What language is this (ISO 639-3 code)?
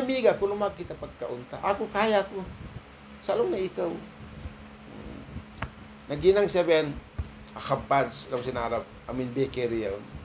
tsg